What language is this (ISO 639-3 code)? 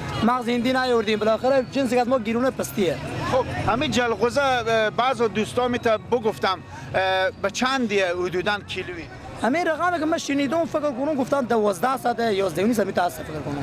fas